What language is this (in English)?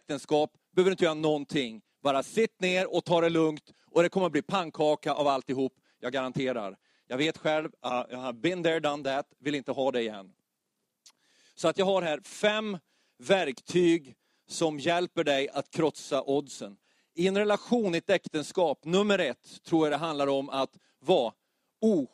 Swedish